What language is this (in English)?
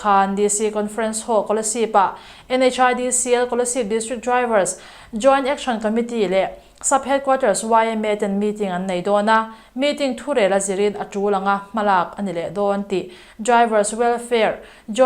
Mizo